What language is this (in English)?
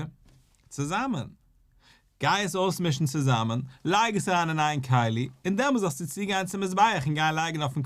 Yiddish